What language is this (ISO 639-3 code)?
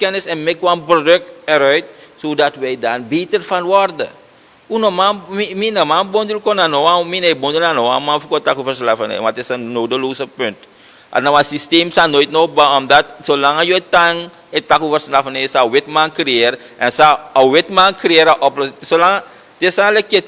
srn